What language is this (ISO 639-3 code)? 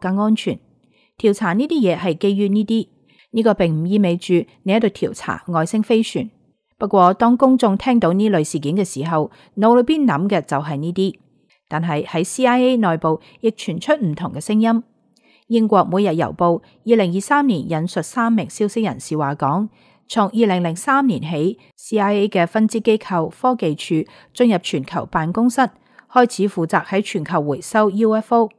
yue